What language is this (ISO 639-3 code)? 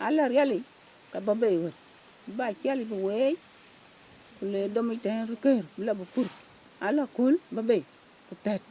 din